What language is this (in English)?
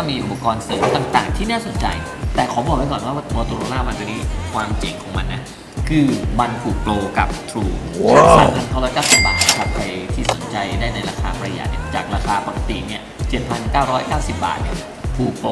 Thai